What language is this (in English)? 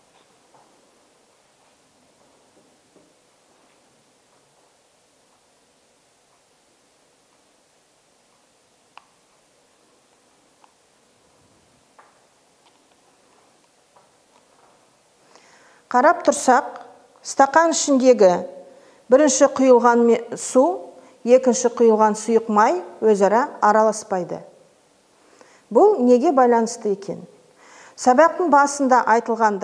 Kazakh